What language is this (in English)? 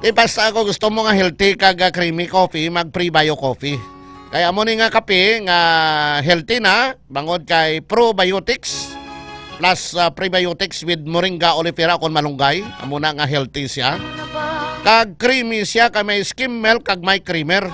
Hiligaynon